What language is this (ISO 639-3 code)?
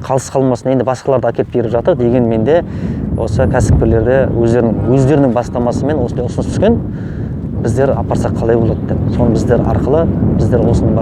kaz